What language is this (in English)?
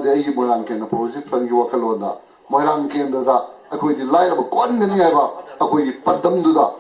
Manipuri